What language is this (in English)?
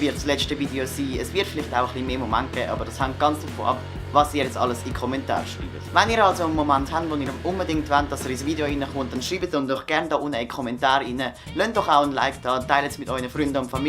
Swiss German